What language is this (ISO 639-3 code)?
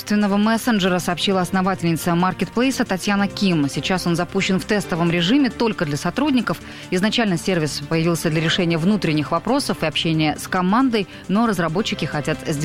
rus